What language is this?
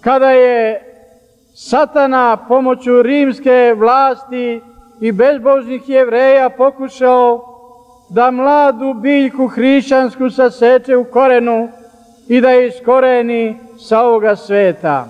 Serbian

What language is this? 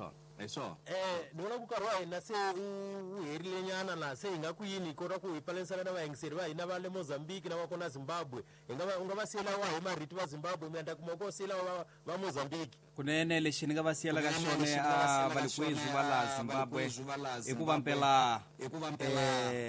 Tsonga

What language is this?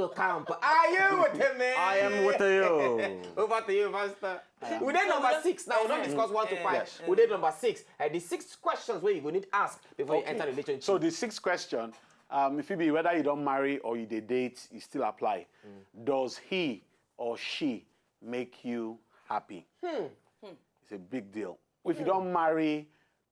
Nigerian Pidgin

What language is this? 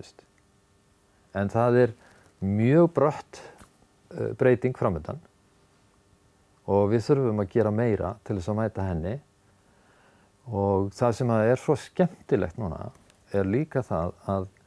Icelandic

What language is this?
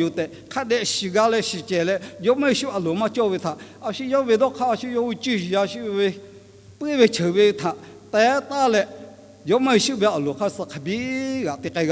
Lahu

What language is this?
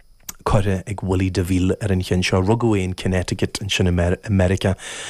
Irish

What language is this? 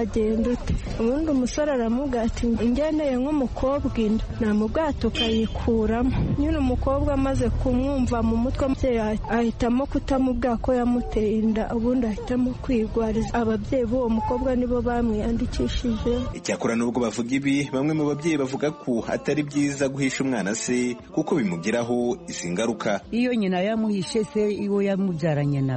Kinyarwanda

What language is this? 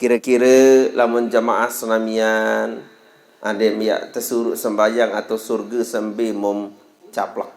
Sasak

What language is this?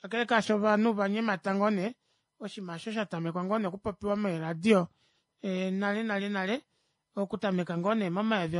Kuanyama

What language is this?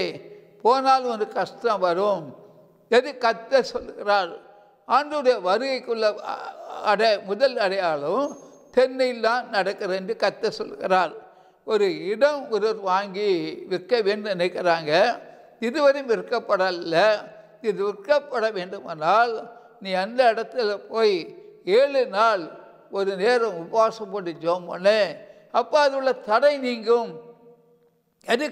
Tamil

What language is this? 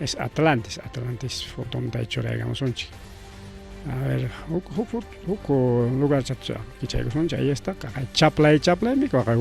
Ayacucho Quechua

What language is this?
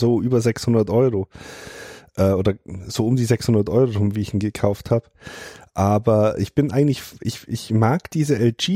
German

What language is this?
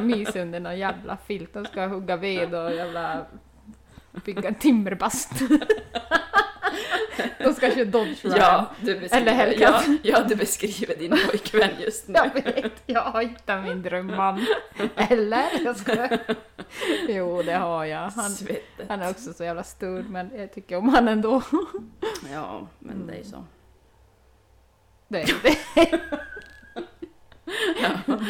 Swedish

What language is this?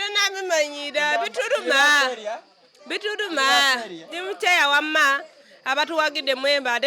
Ganda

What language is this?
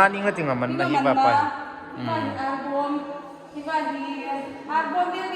Hmar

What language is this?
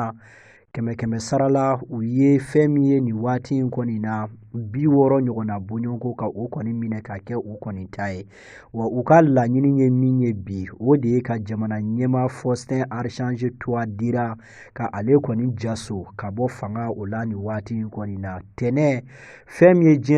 Bambara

